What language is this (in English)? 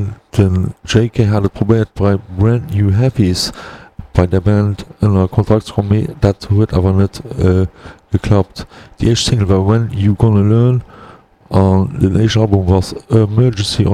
Luxembourgish